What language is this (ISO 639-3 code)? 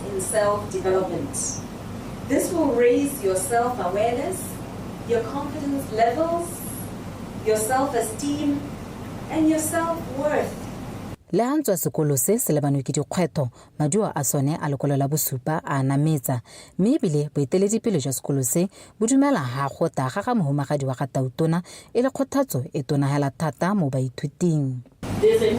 tsn